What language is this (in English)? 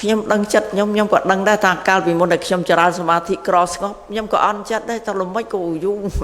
Khmer